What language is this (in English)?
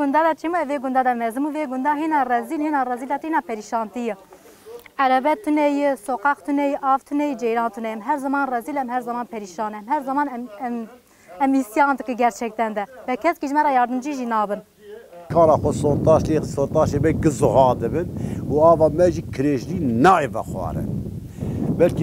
Kurdish